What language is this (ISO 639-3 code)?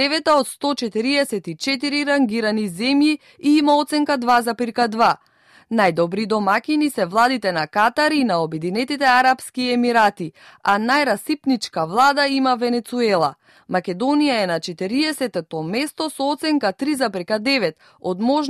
mkd